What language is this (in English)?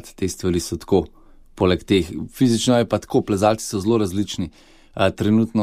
Slovenian